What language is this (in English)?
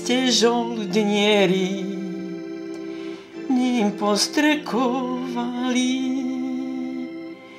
Slovak